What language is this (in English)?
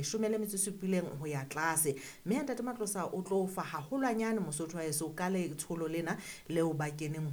Southern Sotho